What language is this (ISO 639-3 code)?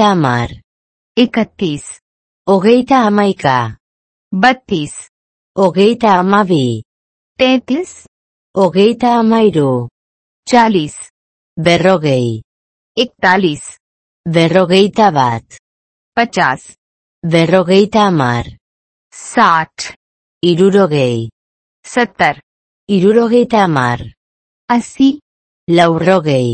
eus